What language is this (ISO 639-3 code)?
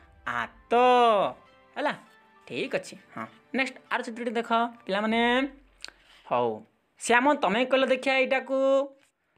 ori